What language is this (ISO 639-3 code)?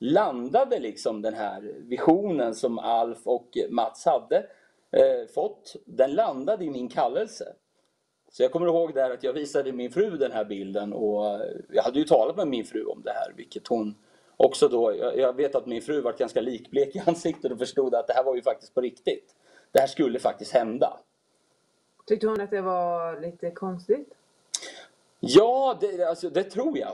swe